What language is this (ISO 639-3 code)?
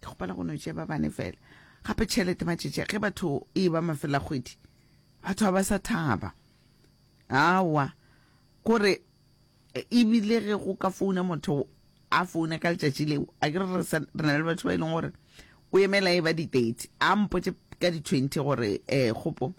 nso